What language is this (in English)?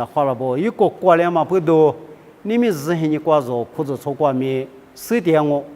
Lisu